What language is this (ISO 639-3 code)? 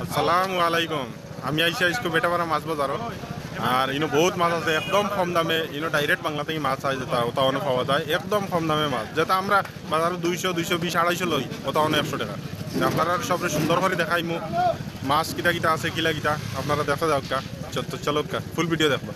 syl